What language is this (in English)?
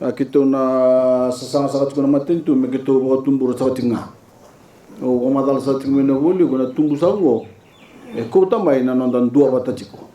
Fijian